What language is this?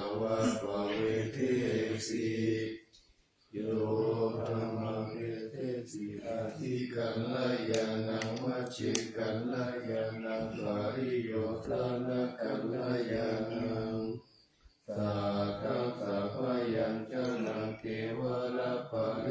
Pali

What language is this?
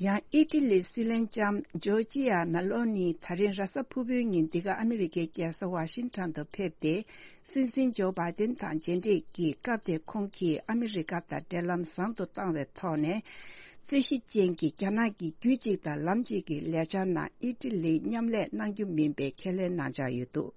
Tibetan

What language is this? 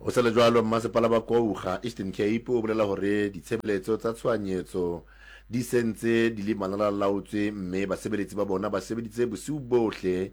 Southern Sotho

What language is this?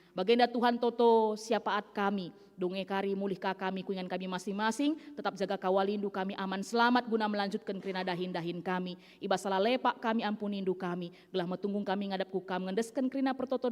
Batak Karo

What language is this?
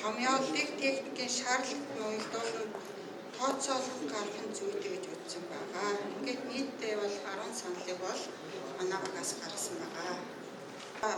Mongolian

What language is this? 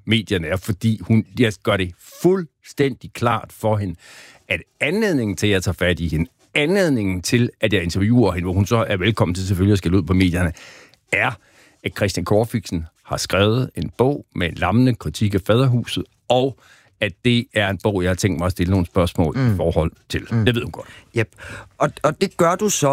Danish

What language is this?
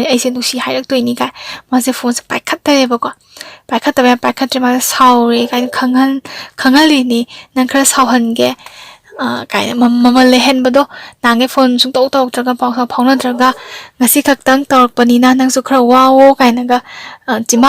Manipuri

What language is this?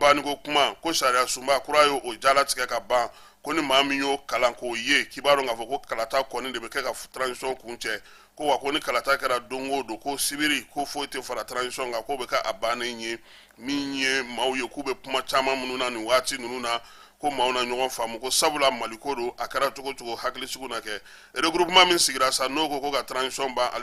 Bambara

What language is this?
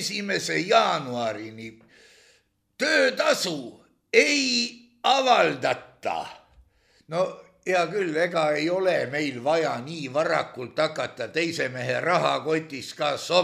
Estonian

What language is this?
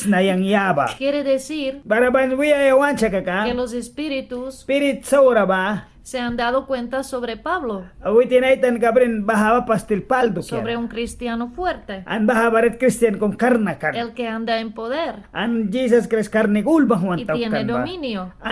Mískito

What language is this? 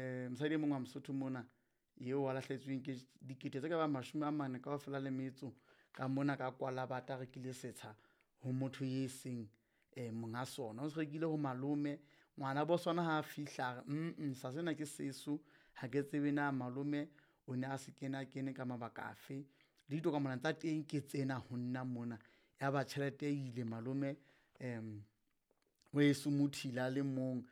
Southern Sotho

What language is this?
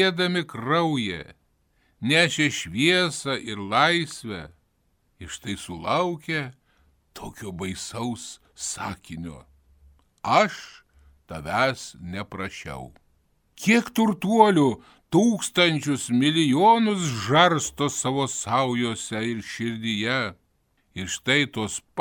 Lithuanian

